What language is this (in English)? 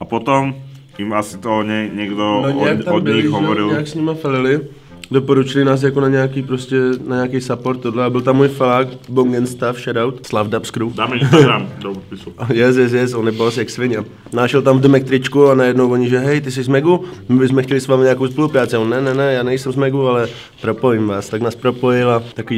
Czech